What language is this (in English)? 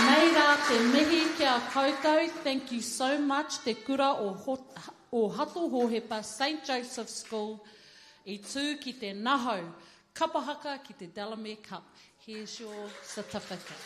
Māori